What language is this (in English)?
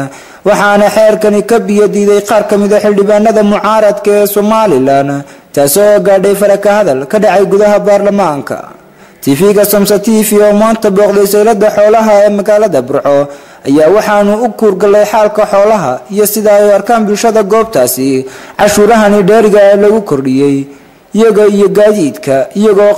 Somali